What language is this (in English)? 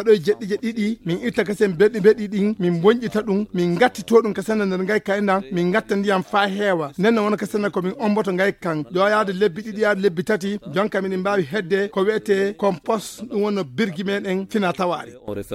Fula